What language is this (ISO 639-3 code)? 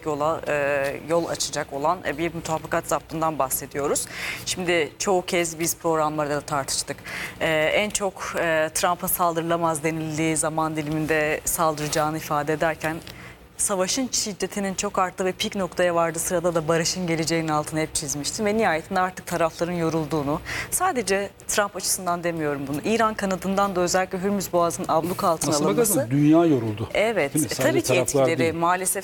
tur